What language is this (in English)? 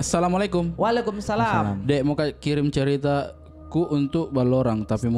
Makassar Malay